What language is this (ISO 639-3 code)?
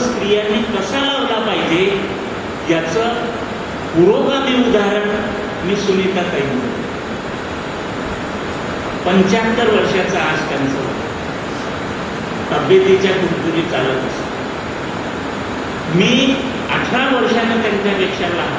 mar